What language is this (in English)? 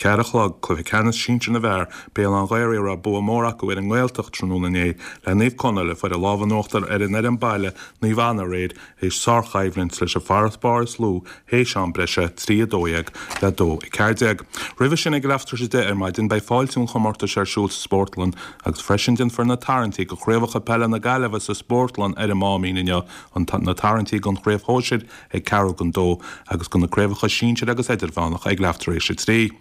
Irish